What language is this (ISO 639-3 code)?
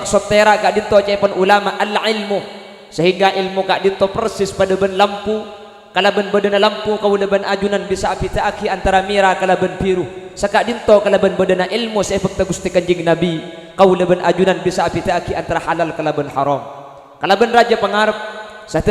mad